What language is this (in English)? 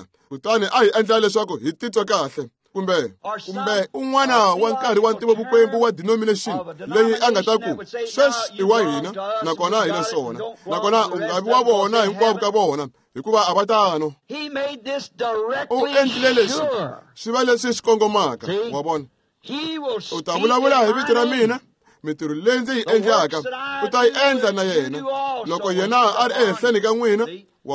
Tsonga